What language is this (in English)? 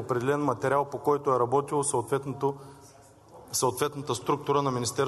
Bulgarian